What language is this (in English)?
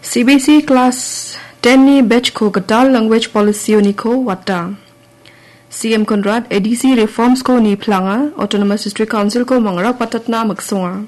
Garo